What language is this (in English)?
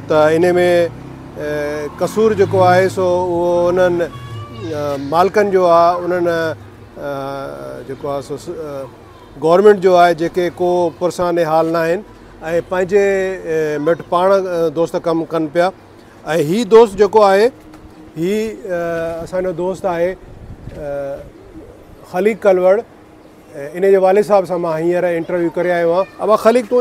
Sindhi